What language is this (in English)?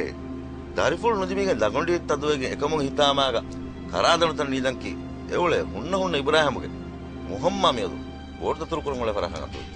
Divehi